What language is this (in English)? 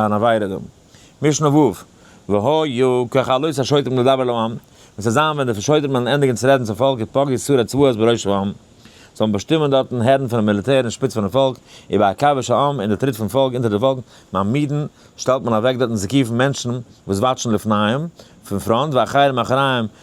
Yiddish